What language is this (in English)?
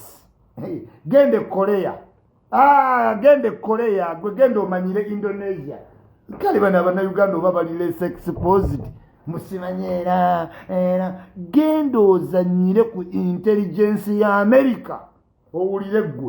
Ganda